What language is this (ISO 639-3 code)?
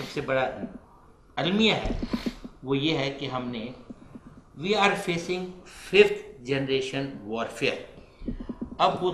urd